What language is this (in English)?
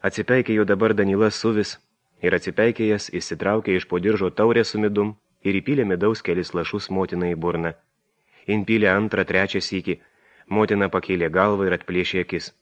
Lithuanian